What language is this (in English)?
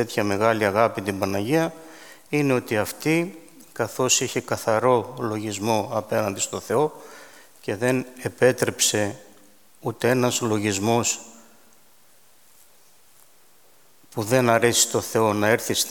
Greek